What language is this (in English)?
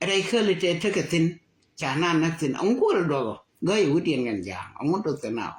Nuer